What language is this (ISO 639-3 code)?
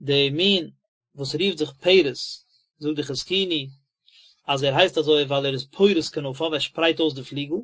yid